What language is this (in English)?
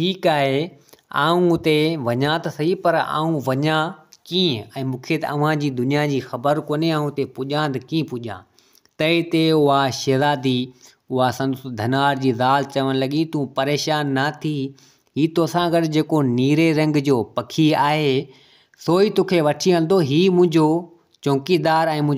Sindhi